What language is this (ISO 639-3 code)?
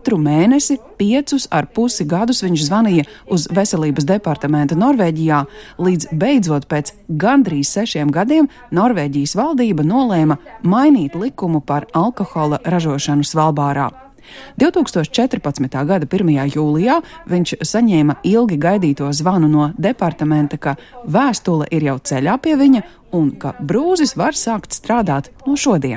lav